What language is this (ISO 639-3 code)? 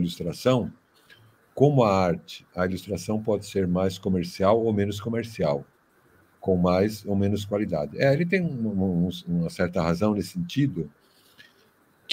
por